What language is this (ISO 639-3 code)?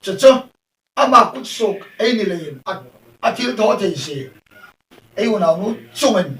hmr